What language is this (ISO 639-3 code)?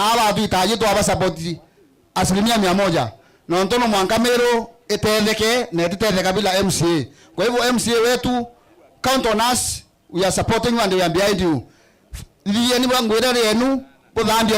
mer